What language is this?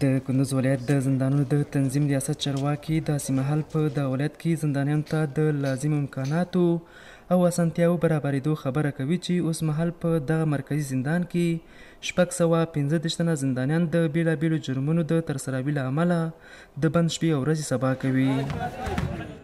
Pashto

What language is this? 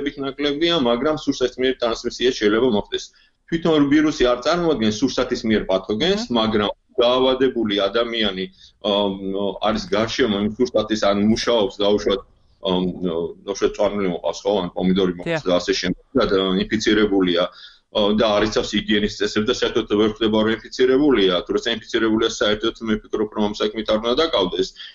Georgian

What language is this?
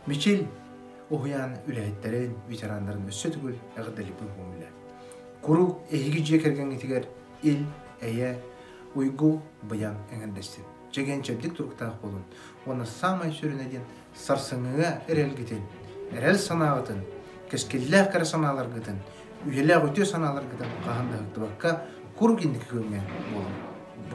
Yakut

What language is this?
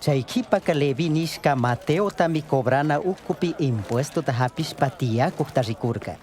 Chimborazo Highland Quichua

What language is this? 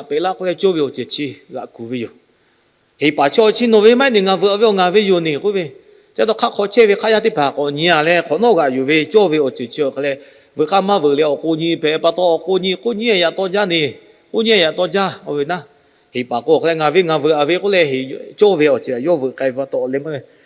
Lahu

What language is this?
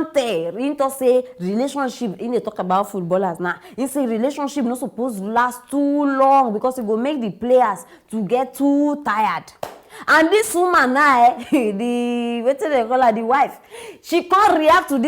Nigerian Pidgin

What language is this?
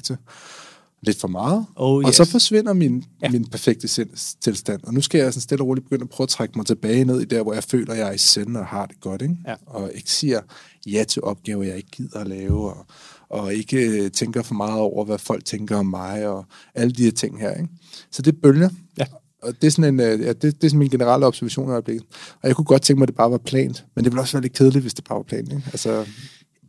Danish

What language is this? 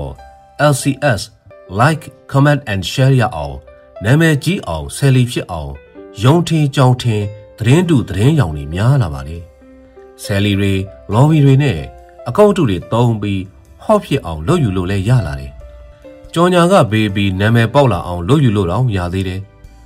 Burmese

